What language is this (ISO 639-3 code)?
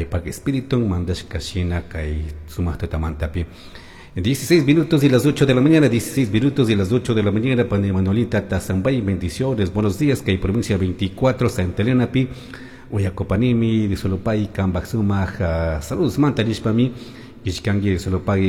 qug